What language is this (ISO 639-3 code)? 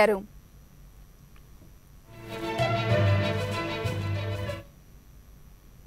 tel